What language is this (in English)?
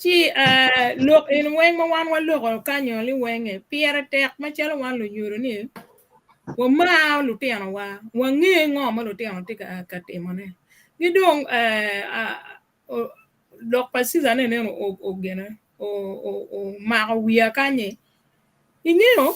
Acoli